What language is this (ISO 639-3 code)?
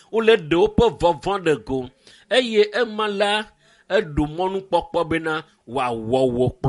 ewe